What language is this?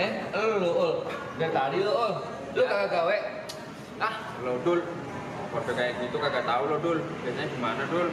Betawi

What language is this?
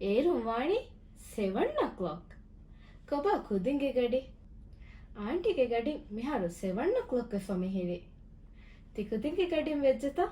Divehi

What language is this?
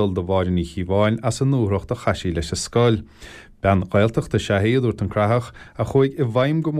Irish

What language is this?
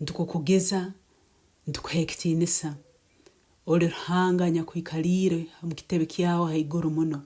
Nyoro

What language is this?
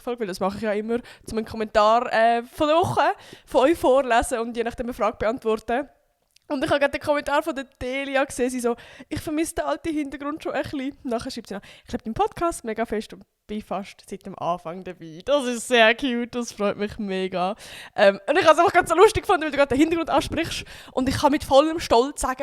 Swiss German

